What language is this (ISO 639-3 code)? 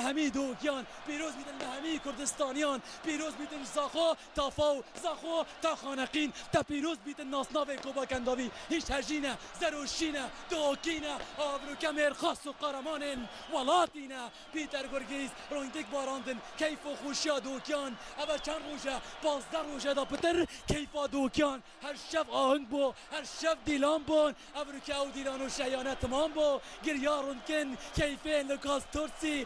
kur